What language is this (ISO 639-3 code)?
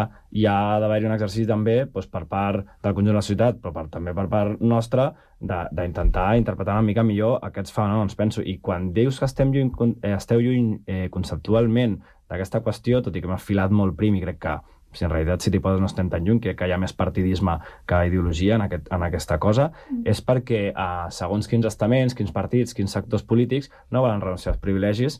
cat